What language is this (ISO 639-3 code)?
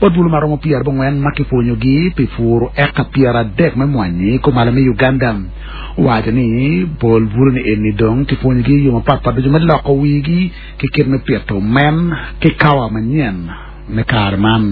ach